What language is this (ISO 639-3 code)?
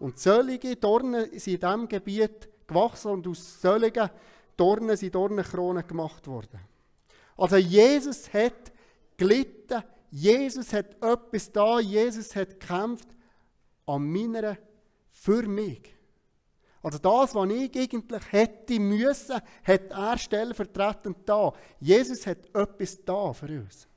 gsw